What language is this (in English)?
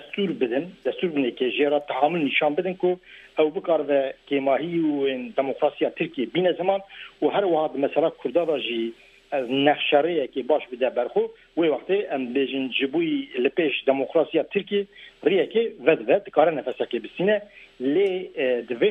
Kurdish